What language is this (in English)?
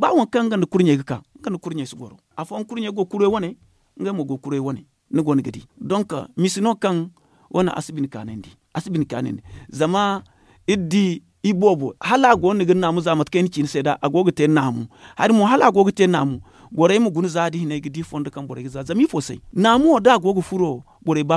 Zarma